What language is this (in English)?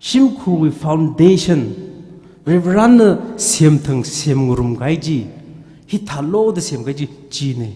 Tangkhul Naga (India)